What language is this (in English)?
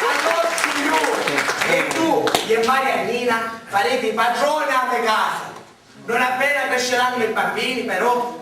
Sicilian